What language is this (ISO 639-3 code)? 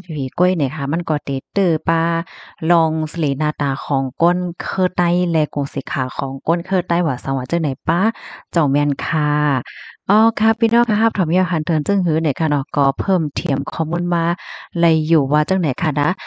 shn